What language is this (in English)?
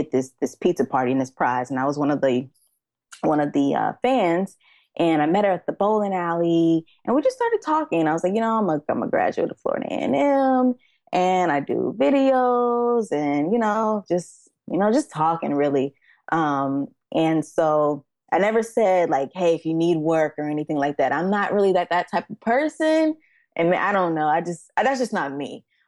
English